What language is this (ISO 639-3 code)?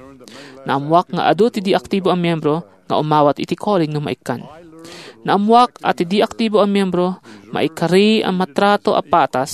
ilo